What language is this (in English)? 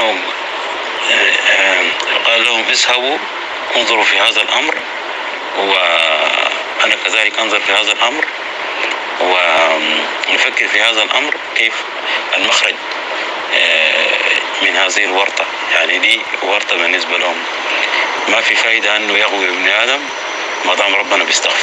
North Levantine Arabic